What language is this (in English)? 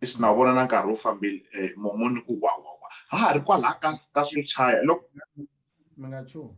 Tsonga